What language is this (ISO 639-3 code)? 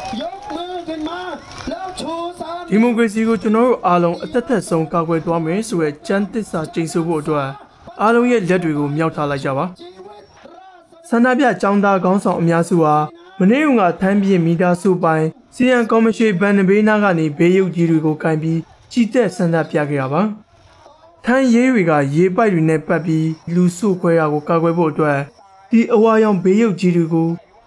mya